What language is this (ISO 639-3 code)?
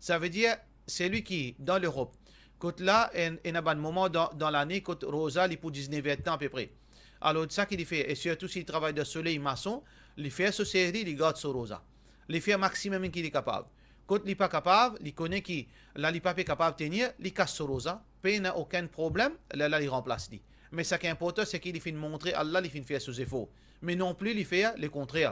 mfe